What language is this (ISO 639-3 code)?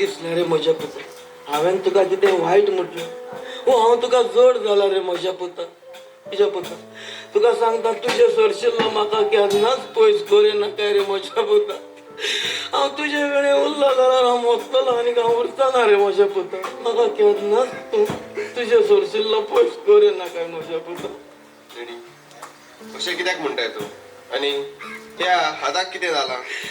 kok